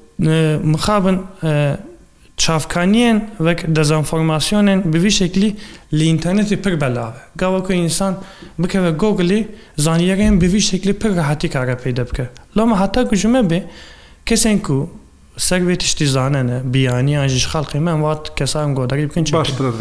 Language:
Kurdish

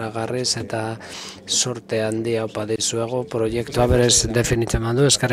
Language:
Basque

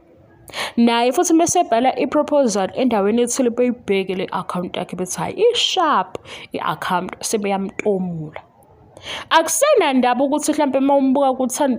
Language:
Zulu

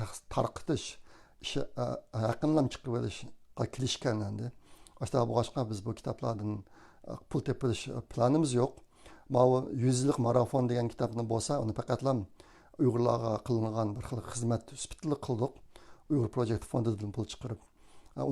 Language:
Uyghur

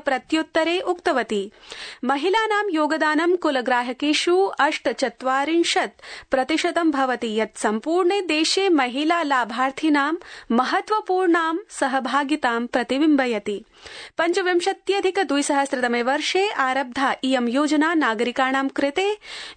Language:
Sanskrit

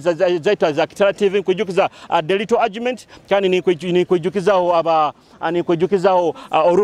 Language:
Nyoro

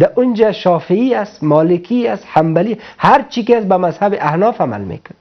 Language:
Persian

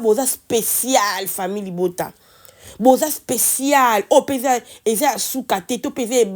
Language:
Lingala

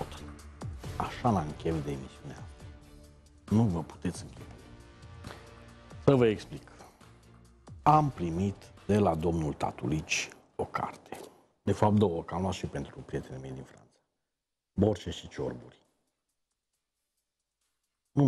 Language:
Romanian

